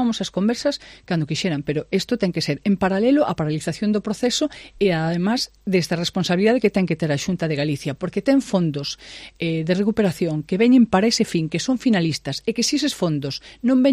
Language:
Galician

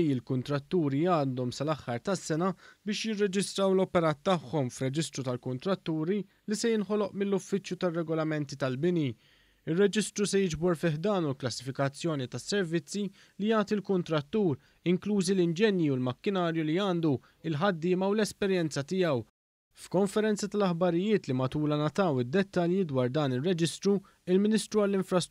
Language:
Maltese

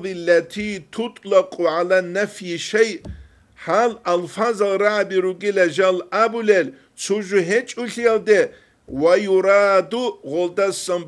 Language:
Avaric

